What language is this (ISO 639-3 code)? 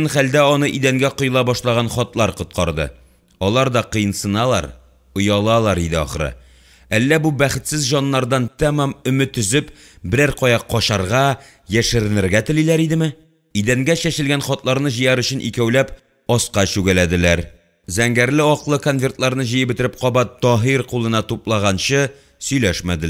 tat